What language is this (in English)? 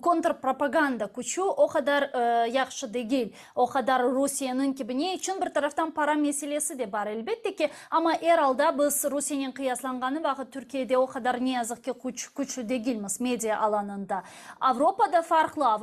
Crimean Tatar